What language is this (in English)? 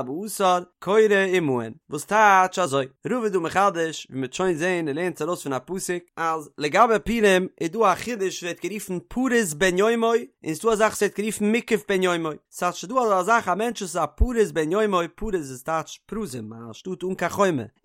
Yiddish